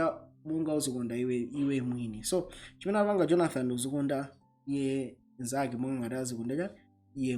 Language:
Nyanja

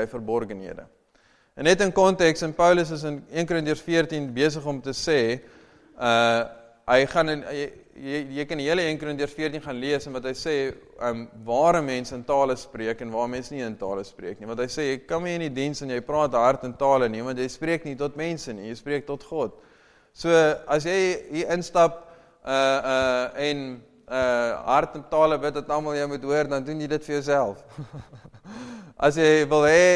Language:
Afrikaans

